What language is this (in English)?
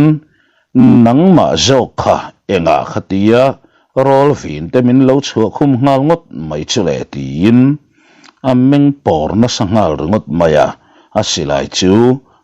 Mizo